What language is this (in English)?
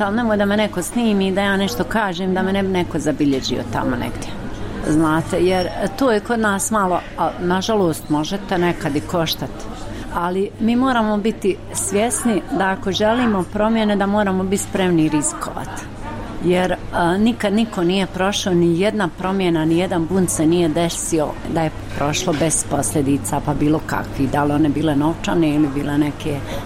Bosnian